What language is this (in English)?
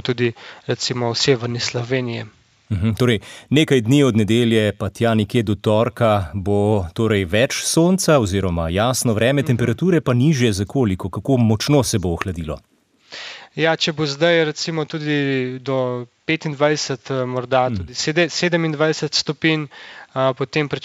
Slovenian